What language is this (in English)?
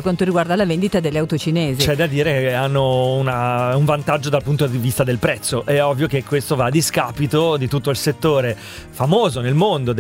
Italian